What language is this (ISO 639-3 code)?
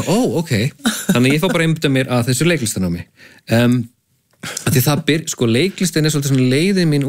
isl